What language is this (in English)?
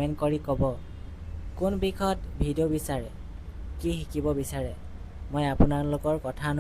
Assamese